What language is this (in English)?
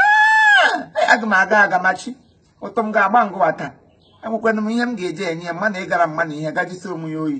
Igbo